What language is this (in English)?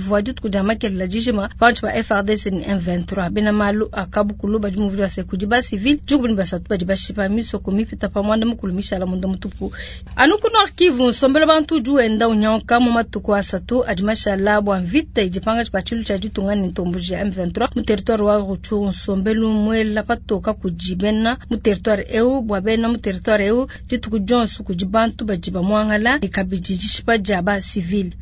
Luba-Lulua